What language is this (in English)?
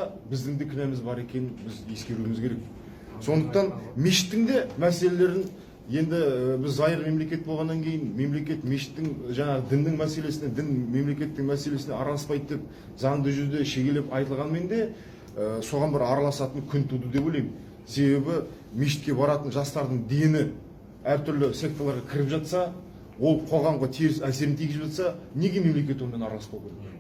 Kazakh